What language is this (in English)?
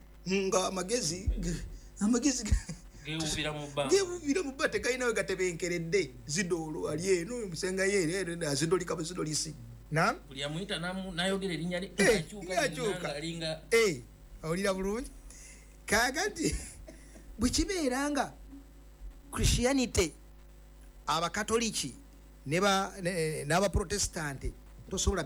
Ganda